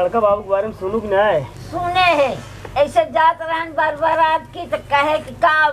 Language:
Awadhi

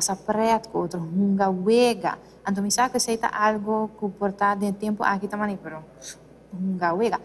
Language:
Papiamento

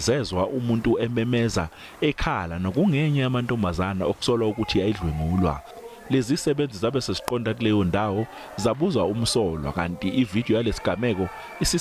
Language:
Zulu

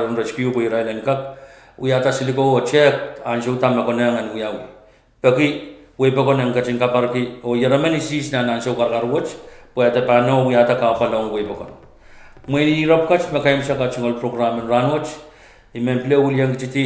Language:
Pohnpeian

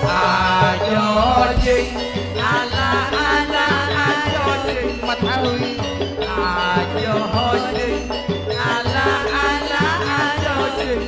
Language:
Madurese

